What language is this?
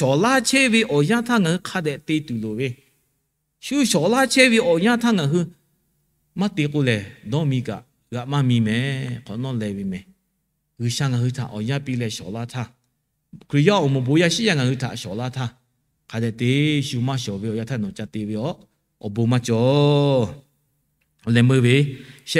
Lahu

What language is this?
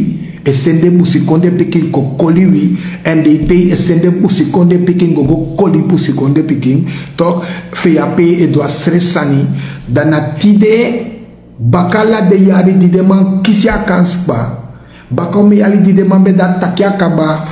Sranan Tongo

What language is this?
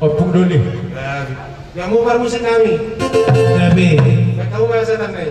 Batak Toba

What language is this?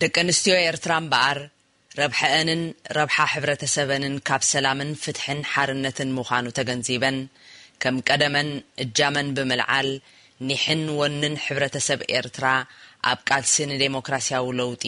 Tigrinya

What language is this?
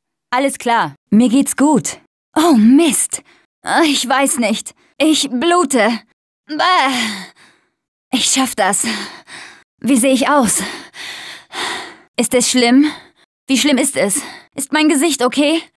German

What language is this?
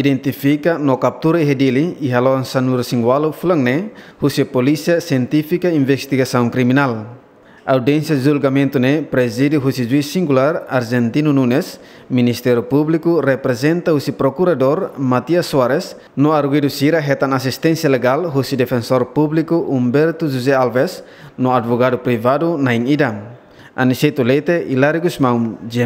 Tetum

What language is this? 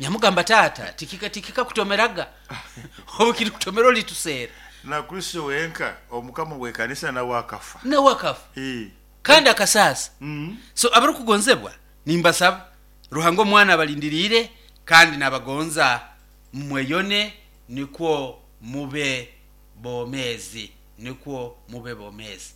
Nyoro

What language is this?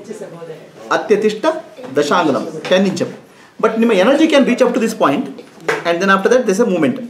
Kannada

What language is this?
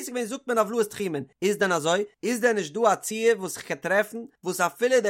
Yiddish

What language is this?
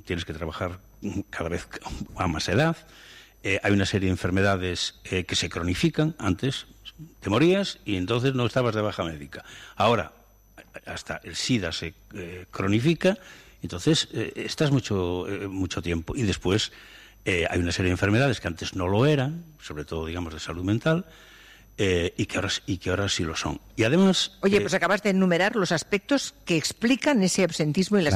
Spanish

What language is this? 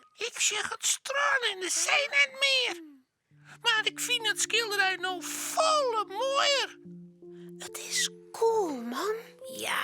Western Frisian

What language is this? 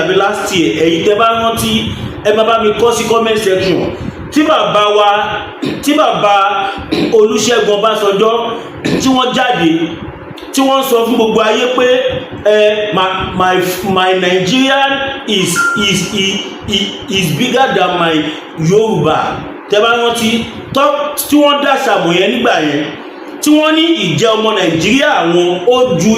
Yoruba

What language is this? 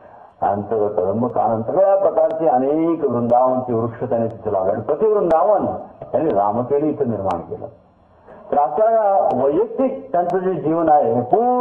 Marathi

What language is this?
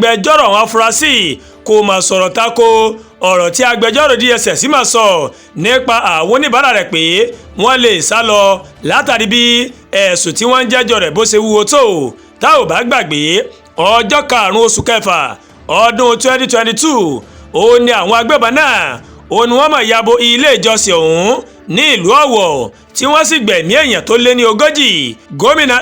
Yoruba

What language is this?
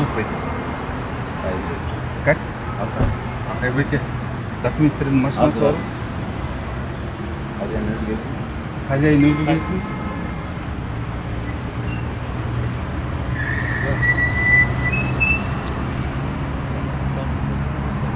Kazakh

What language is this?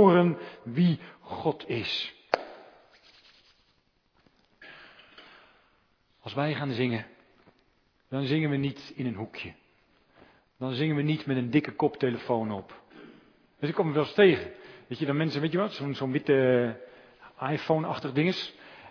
Dutch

